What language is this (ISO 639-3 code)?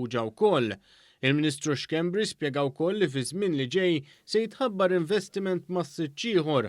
mlt